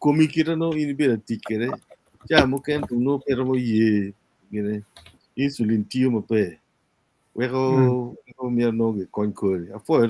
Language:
Acoli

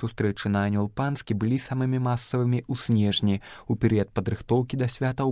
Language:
Belarusian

